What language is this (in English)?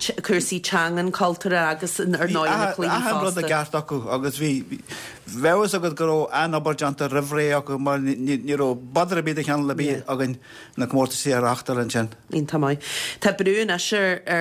Irish